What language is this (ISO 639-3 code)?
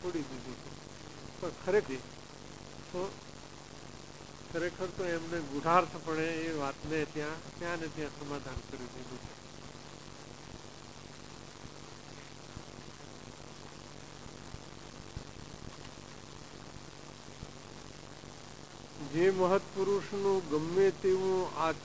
guj